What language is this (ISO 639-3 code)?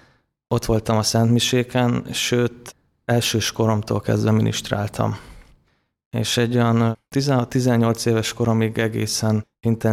hun